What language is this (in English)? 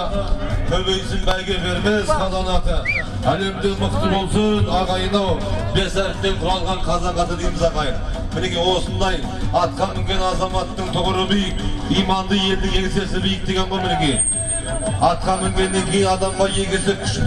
Kazakh